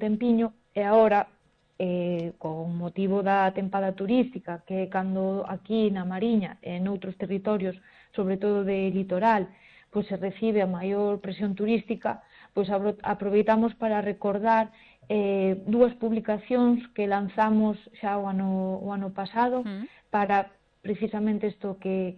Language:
Galician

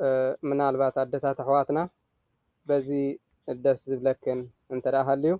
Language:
Tigrinya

